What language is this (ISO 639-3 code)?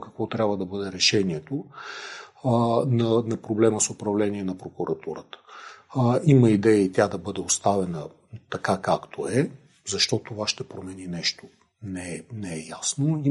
bul